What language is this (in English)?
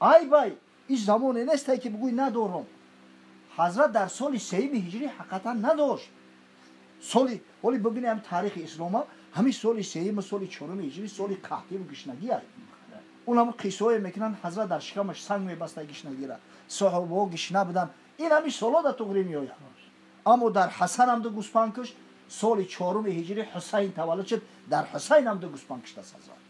Tajik